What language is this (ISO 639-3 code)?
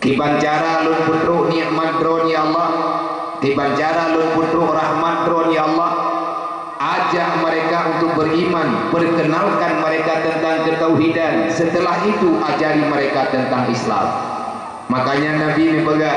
ace